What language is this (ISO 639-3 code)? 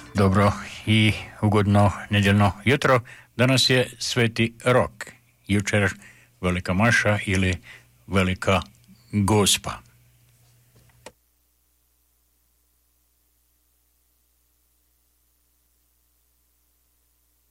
hrv